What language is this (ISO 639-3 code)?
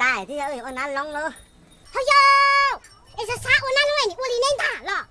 hmn